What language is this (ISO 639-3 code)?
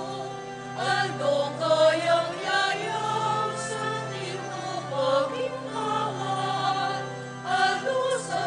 pam